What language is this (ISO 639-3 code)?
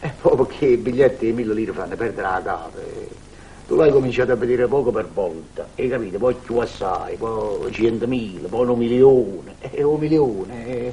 nap